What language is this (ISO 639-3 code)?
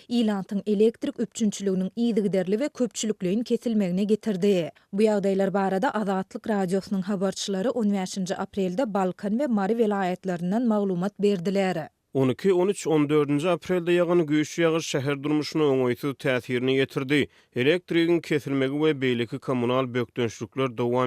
tuk